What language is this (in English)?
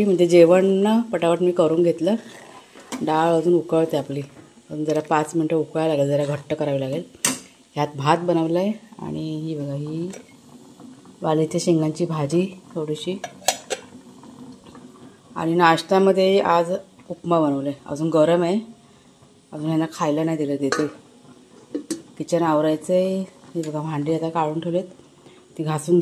Marathi